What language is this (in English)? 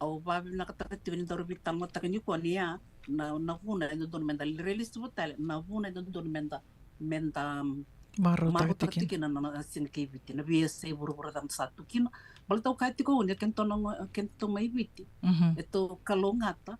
Fijian